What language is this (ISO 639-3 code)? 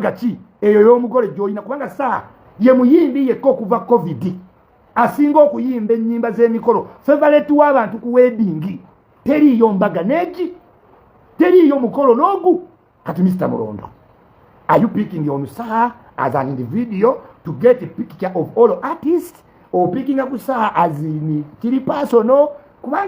lug